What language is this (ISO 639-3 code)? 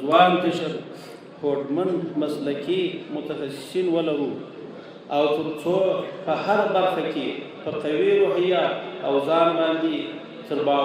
pus